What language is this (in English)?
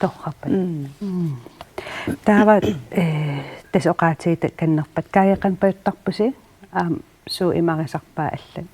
Kalaallisut